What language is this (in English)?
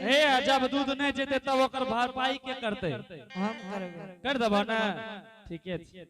Angika